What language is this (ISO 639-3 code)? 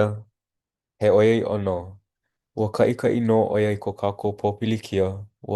haw